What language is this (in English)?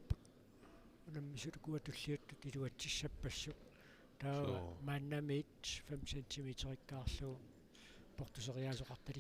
Kalaallisut